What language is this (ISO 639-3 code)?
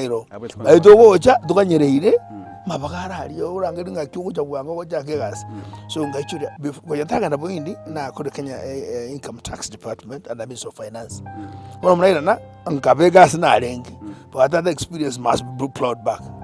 guz